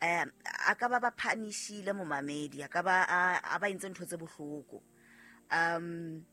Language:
Southern Sotho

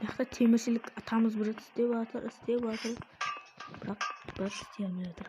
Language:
Kara-Kalpak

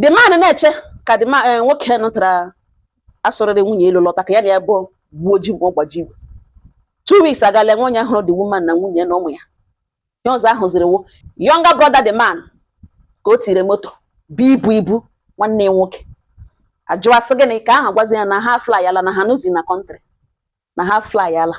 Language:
Igbo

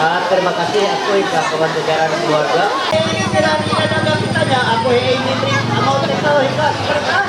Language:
Ma'anyan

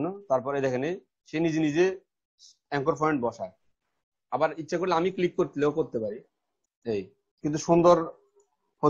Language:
Bangla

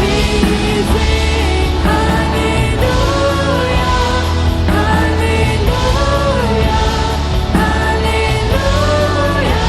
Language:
Plautdietsch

